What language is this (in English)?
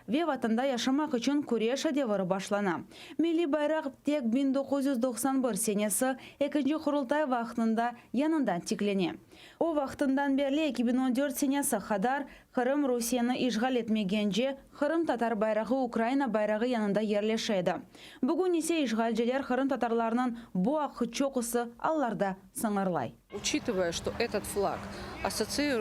Crimean Tatar